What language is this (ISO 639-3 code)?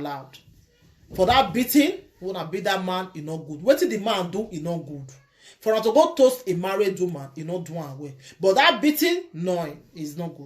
pcm